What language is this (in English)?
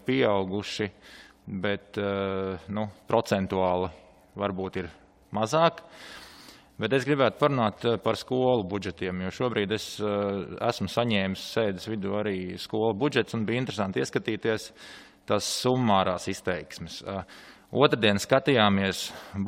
Latvian